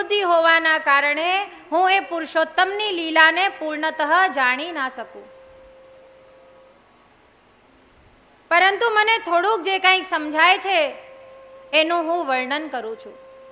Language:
Gujarati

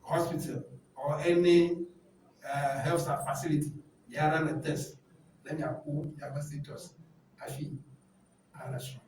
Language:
Ewe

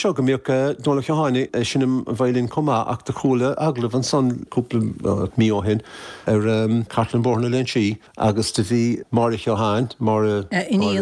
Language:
Irish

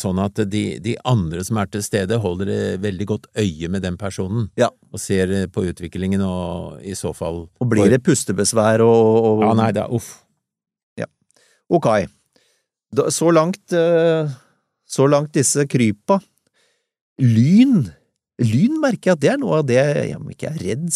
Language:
Norwegian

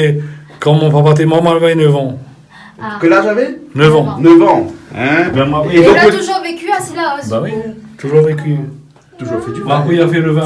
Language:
Réunion Creole French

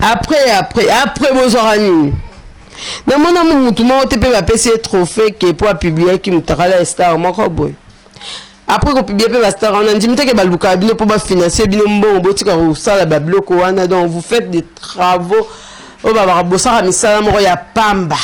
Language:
Lingala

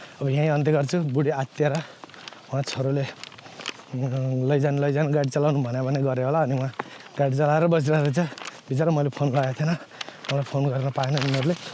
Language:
Nepali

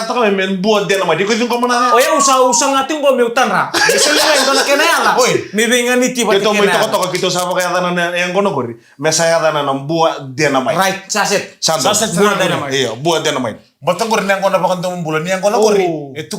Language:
Fijian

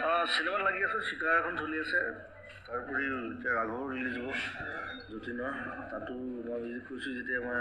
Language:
Assamese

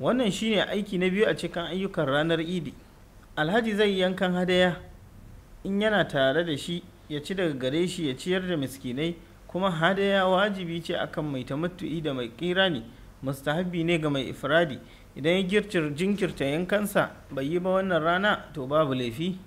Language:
Hausa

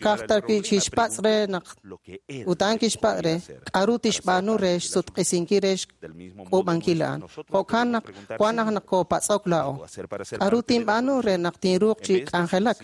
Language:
Kekchí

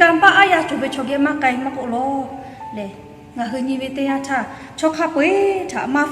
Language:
Lahu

